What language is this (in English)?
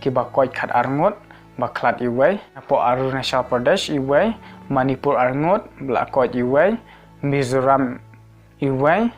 Khasi